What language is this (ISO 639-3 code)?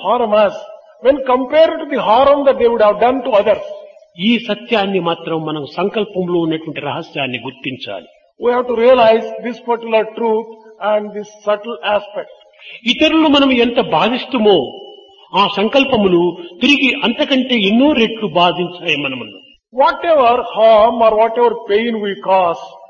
tel